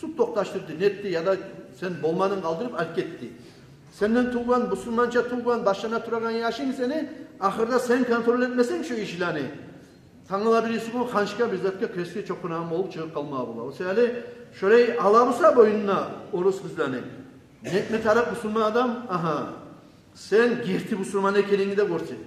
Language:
Kumyk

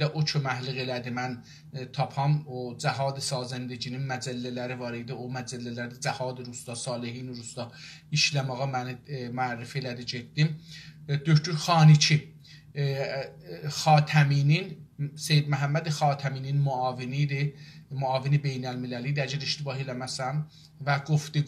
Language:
South Azerbaijani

